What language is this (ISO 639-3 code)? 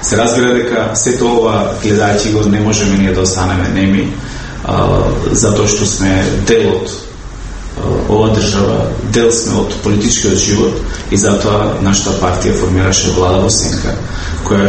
mkd